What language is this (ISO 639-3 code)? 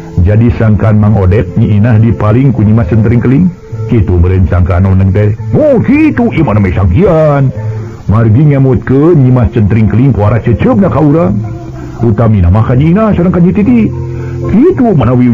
sun